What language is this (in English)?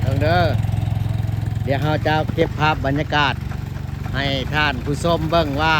Lao